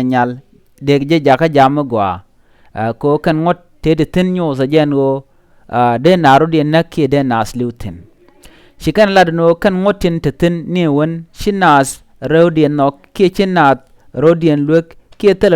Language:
Nuer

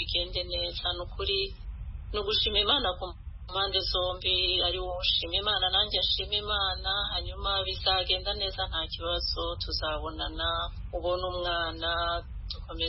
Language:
Kinyarwanda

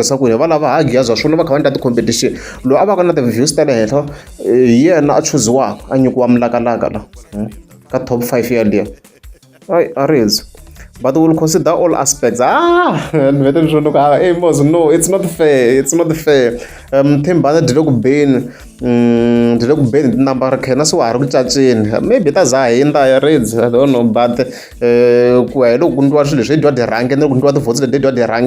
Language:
Tsonga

